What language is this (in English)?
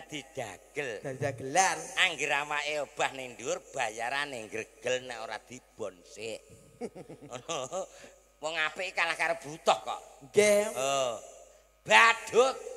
Javanese